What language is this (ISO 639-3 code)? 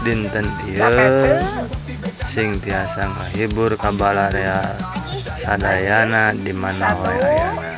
sun